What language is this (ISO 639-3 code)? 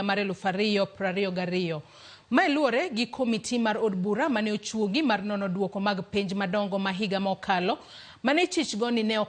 luo